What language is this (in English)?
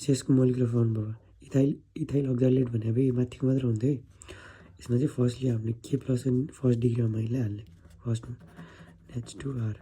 Nepali